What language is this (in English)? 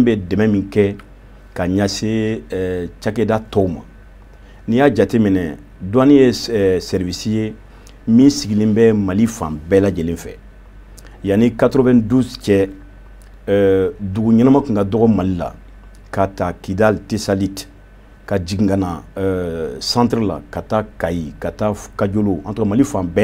Bambara